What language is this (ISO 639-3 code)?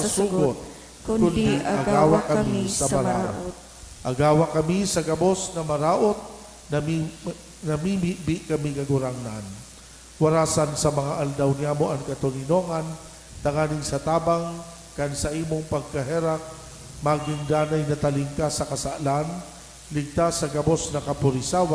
bik